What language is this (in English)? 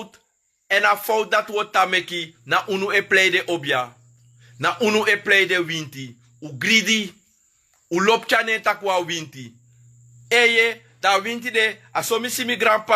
Sranan Tongo